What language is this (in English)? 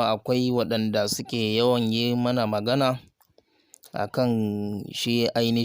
Hausa